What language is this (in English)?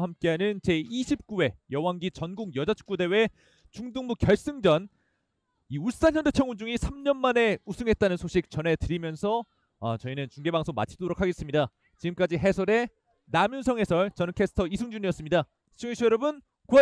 Korean